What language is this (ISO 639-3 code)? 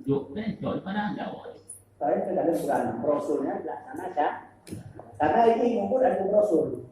ace